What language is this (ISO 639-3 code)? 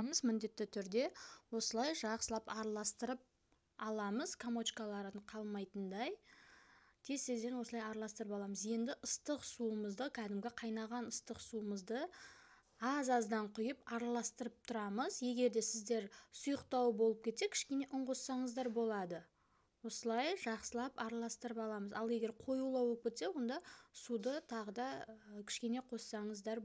kaz